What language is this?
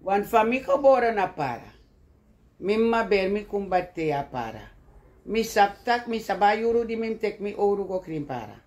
Sranan Tongo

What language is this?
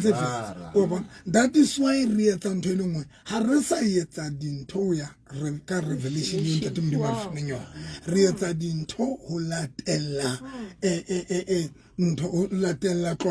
Southern Sotho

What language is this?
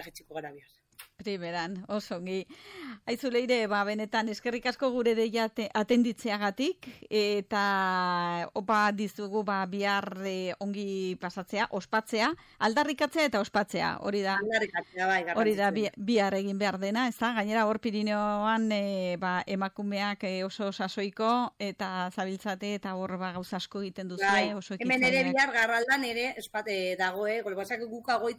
Basque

